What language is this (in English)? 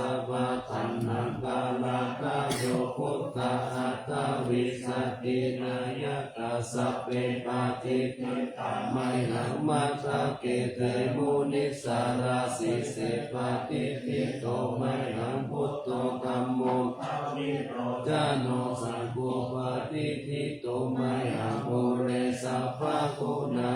Pali